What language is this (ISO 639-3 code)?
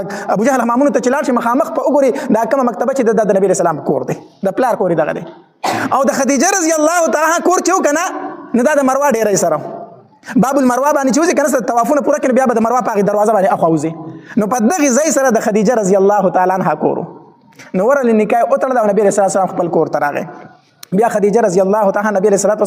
pus